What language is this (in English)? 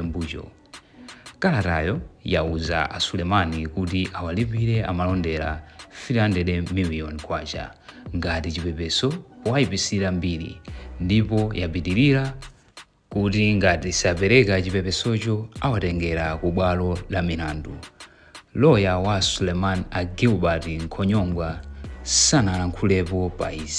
Nyanja